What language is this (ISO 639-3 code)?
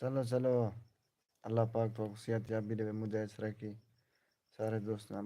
skr